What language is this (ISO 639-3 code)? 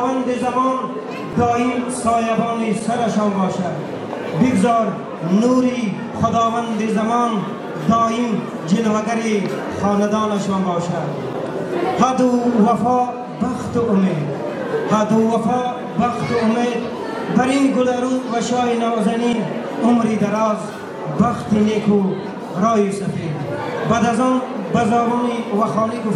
fas